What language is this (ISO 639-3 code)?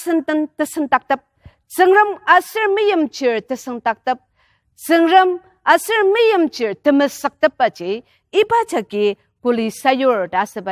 njo